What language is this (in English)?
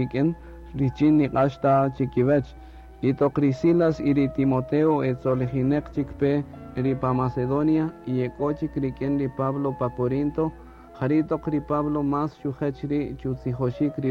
Kaqchikel